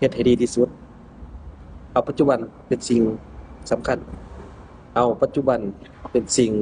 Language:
Lao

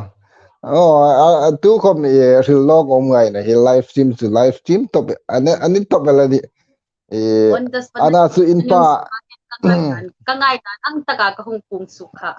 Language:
Hmar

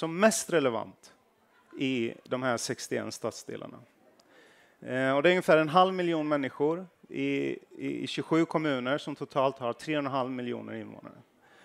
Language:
Swedish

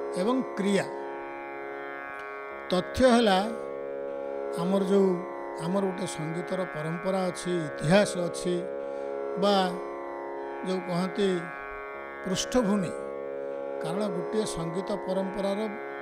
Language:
Odia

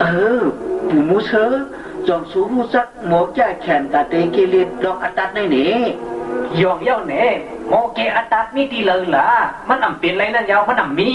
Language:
Shan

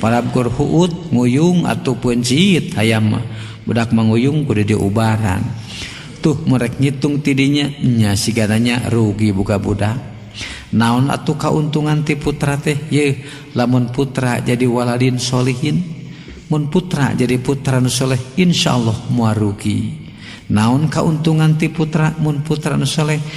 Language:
Sundanese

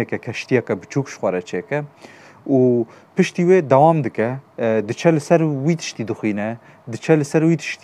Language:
Kurdish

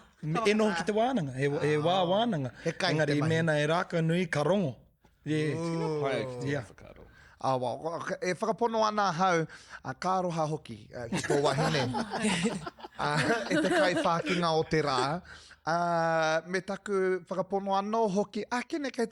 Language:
Māori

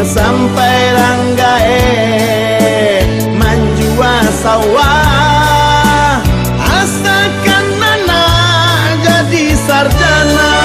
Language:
Minangkabau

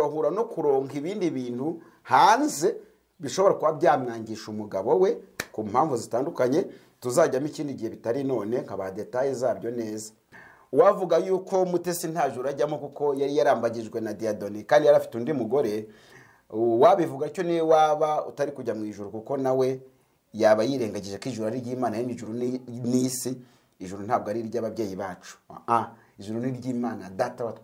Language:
Kinyarwanda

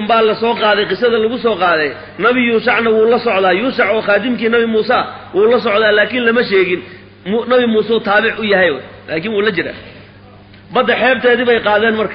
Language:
Somali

